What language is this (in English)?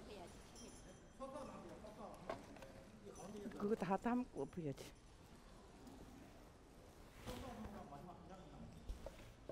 Korean